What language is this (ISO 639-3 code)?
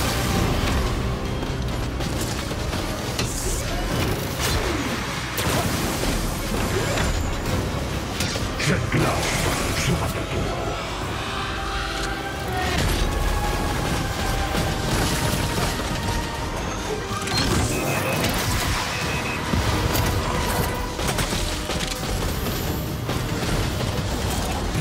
fra